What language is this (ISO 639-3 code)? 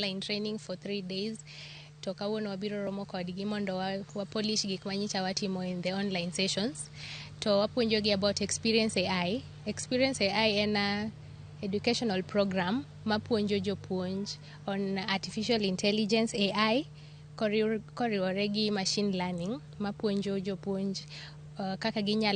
luo